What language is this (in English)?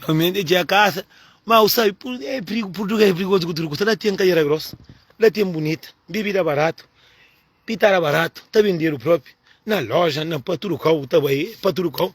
Kabuverdianu